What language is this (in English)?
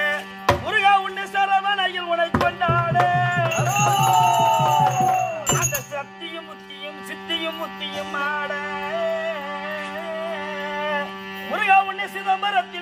Tamil